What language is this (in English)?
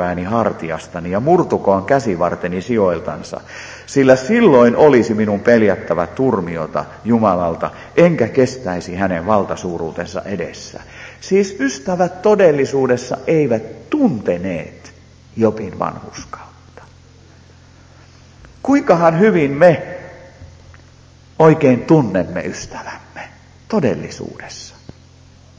Finnish